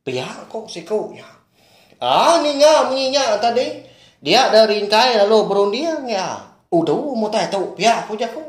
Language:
Iban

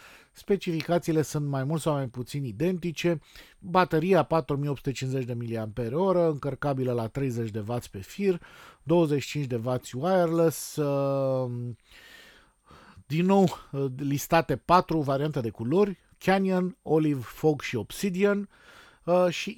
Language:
Romanian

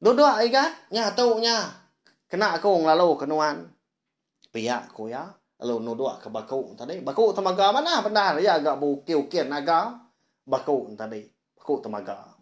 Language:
Iban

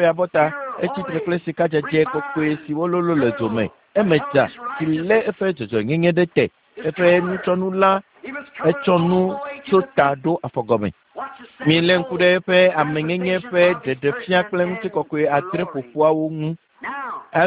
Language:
Ewe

